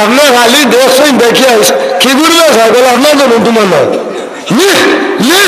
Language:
Sylheti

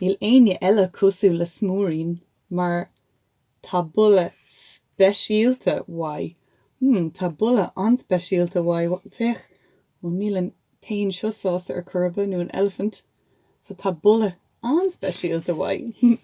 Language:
Irish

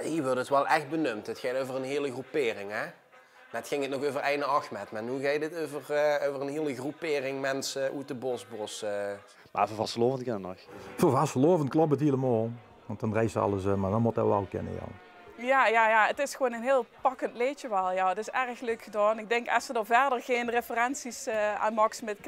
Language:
Limburgish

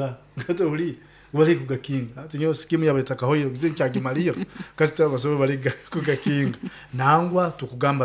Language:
Nyoro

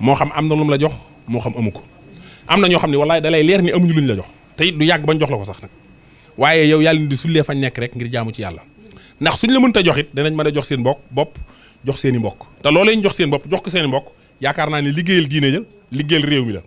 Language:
Wolof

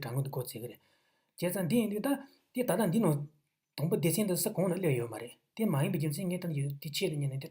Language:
Tibetan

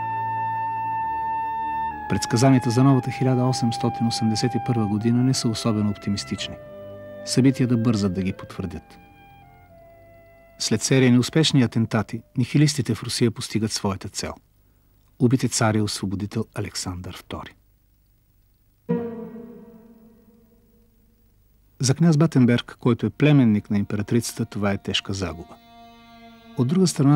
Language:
Bulgarian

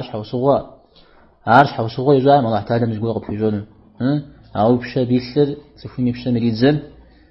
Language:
Kabardian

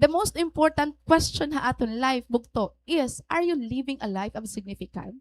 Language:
Waray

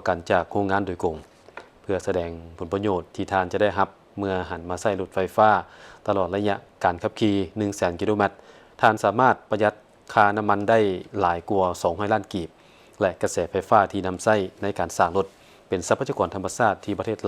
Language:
Lao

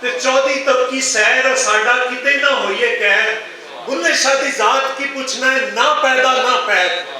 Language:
Western Panjabi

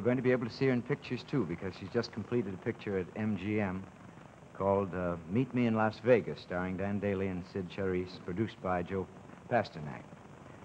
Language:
English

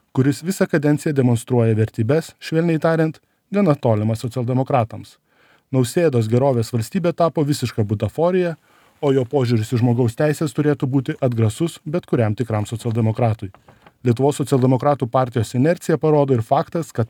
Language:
Lithuanian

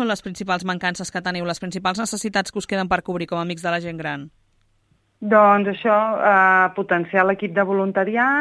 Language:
Catalan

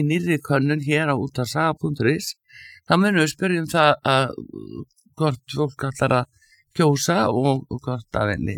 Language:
Icelandic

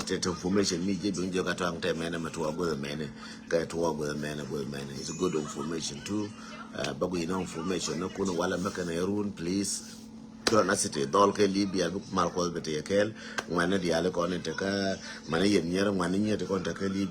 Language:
Nuer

